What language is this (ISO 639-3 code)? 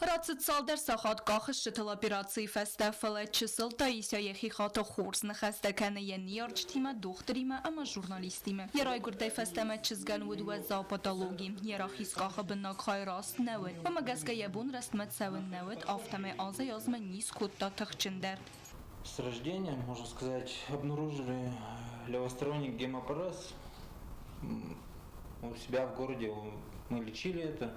oss